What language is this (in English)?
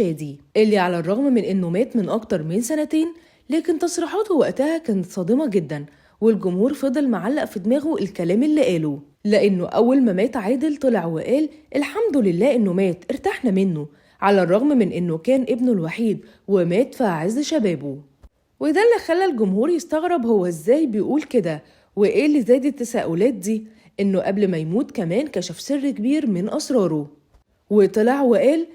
Egyptian Arabic